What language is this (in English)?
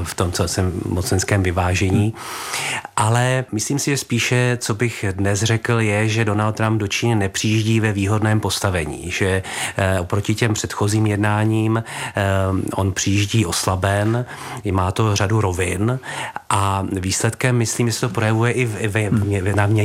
Czech